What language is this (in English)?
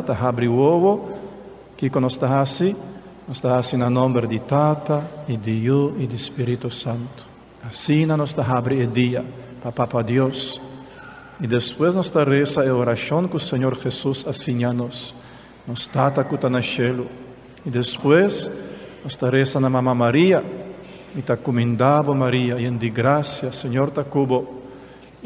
Papiamento